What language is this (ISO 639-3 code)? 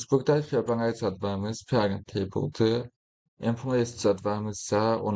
aze